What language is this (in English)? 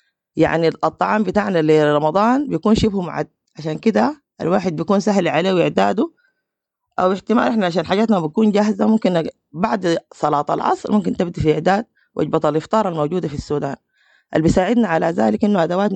Sudanese Arabic